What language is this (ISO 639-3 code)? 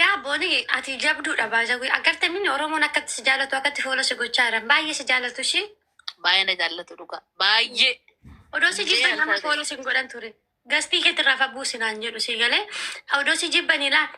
orm